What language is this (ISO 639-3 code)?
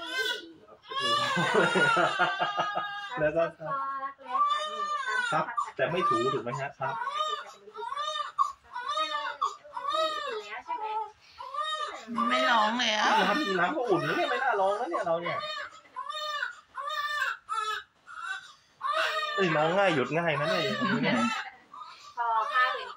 tha